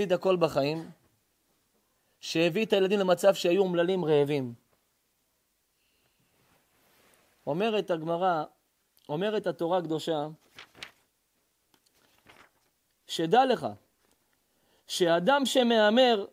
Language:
Hebrew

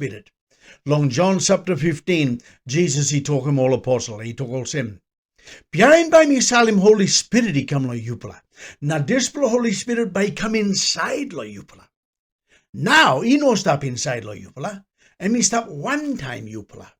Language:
Tok Pisin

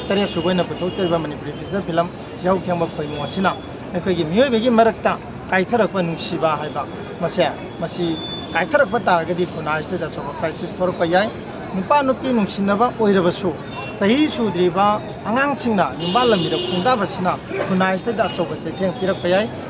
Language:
Manipuri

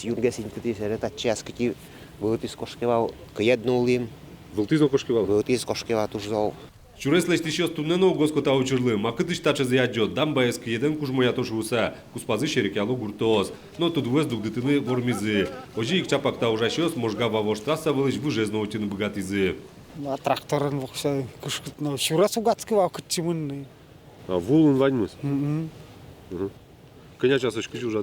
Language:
Udmurt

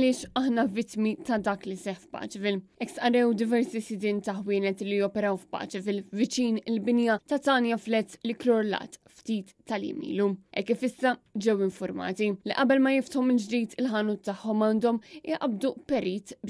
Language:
Maltese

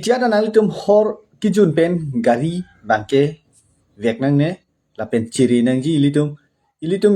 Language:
Karbi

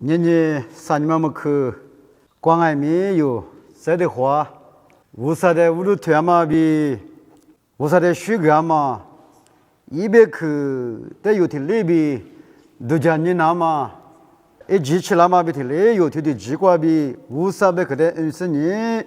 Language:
Lisu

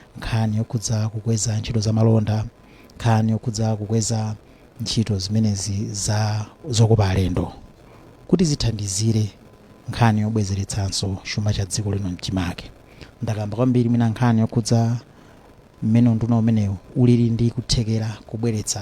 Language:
Nyanja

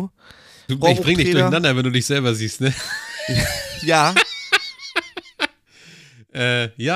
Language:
German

